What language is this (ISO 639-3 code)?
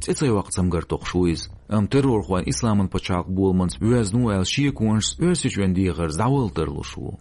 che